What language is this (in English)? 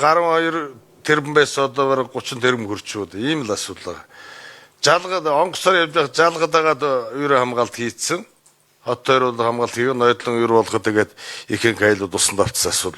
Mongolian